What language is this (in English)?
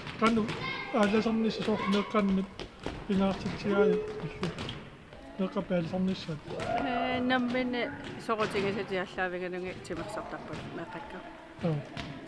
Kalaallisut